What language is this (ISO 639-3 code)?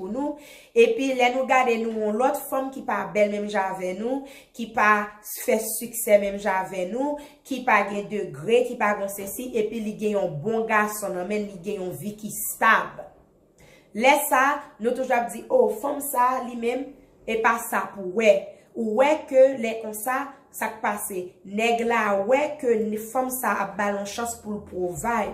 hat